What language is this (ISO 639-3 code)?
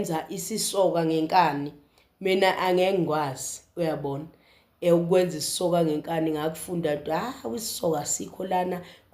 zul